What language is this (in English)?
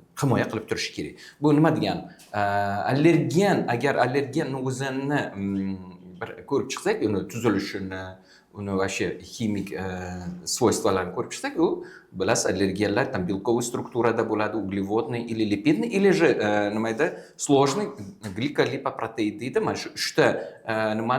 Uzbek